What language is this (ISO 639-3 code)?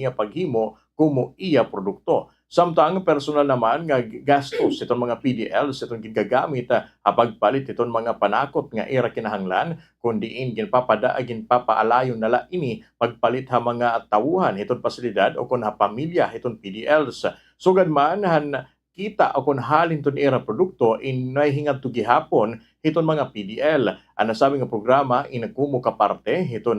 war